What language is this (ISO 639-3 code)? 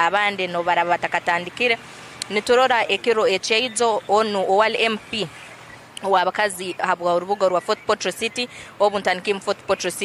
nyn